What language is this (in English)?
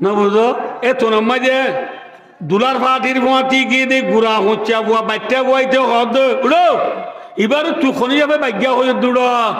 Rohingya